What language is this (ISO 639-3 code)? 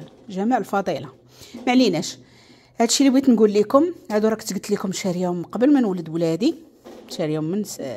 ary